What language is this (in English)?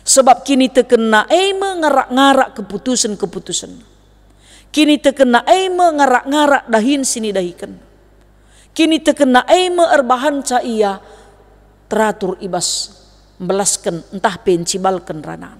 Batak Karo